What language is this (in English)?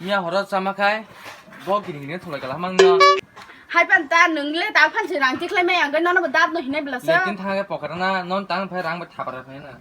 Kok Borok